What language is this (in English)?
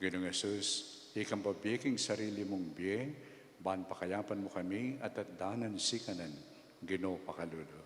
Pampanga